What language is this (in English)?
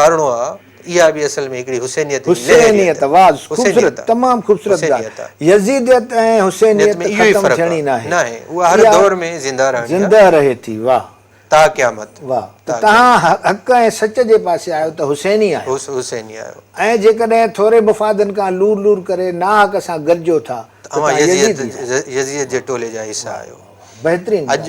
Sindhi